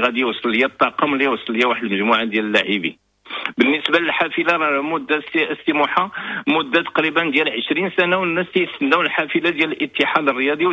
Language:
Moroccan Arabic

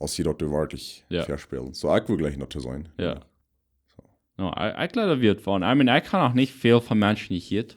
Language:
Plautdietsch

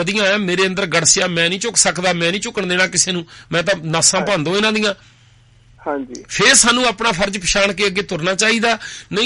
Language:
Punjabi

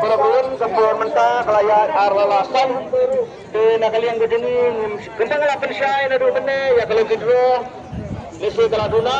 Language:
Khasi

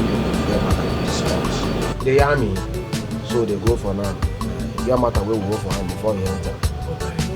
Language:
Nigerian Pidgin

